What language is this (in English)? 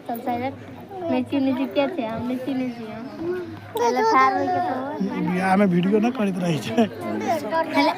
Maithili